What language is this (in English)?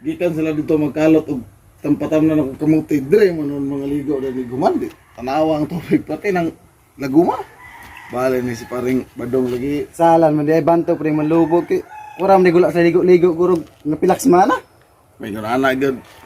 Cebuano